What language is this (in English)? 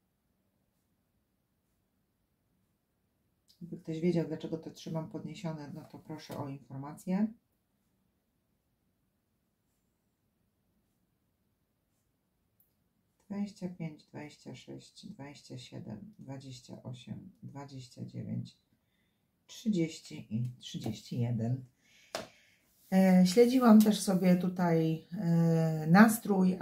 Polish